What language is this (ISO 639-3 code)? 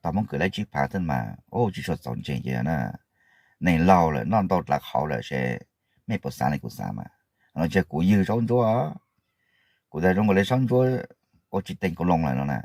hmn